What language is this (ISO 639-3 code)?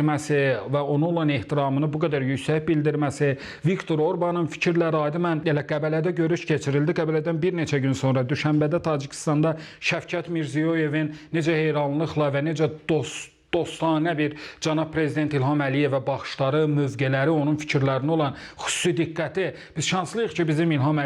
aze